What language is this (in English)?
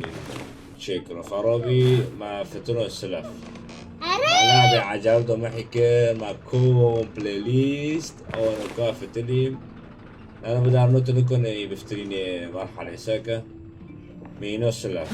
Kurdish